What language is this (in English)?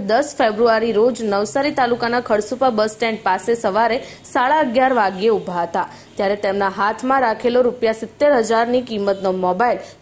Gujarati